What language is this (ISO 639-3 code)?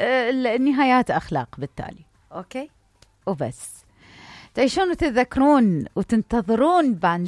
acm